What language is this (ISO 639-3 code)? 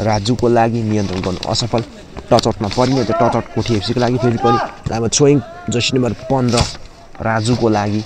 nep